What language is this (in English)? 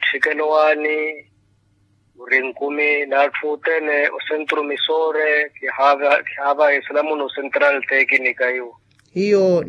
Makhuwa